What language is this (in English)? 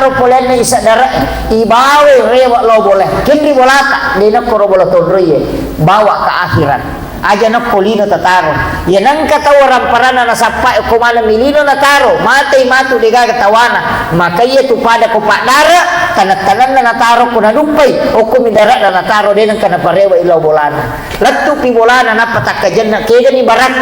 Buginese